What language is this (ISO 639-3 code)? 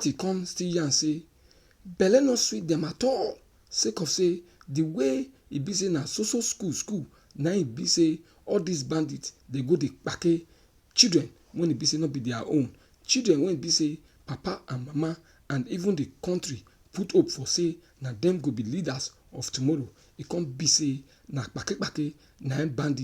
pcm